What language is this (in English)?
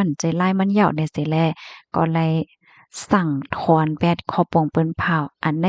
Shan